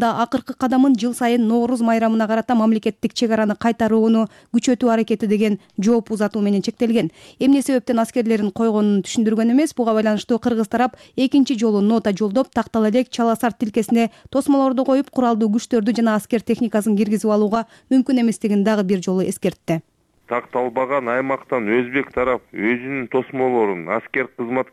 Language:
Kyrgyz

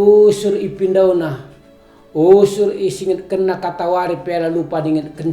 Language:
Batak Karo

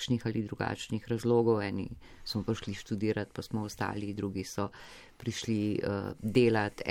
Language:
Slovenian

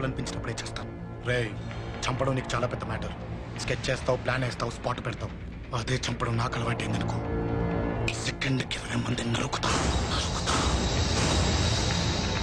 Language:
Telugu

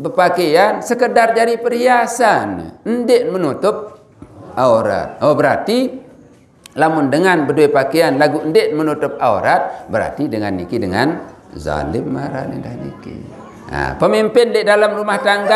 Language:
Sasak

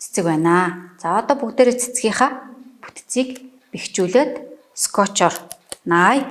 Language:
Mongolian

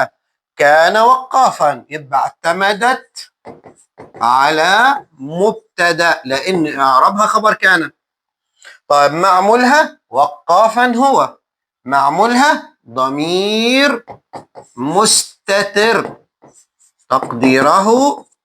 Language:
Egyptian Arabic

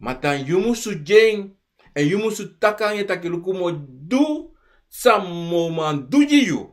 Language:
Sranan Tongo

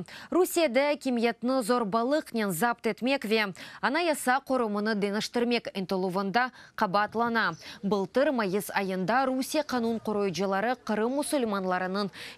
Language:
Crimean Tatar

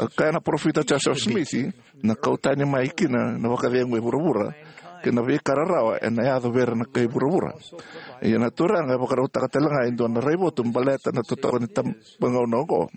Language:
Fijian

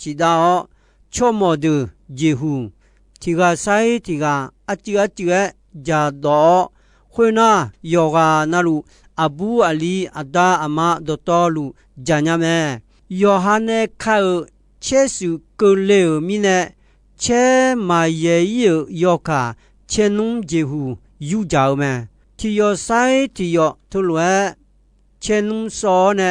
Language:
Akha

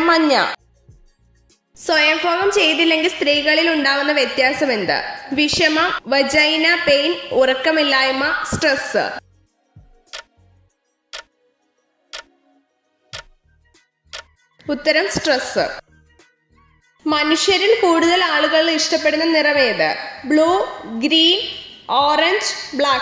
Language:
Malayalam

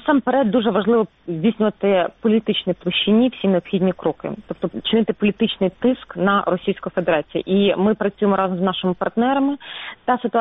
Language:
Ukrainian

